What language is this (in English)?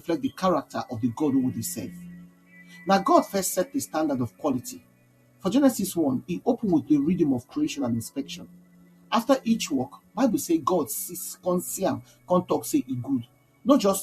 Nigerian Pidgin